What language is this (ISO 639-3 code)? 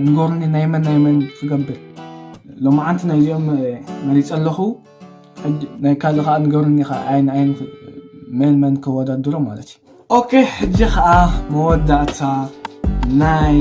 tir